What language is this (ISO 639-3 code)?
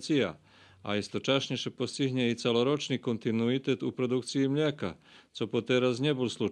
rue